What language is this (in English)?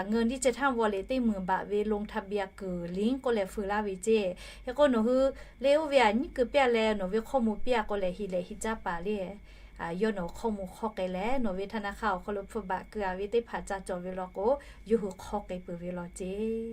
Lahu